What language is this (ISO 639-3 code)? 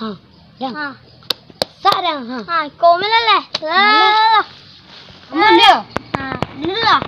min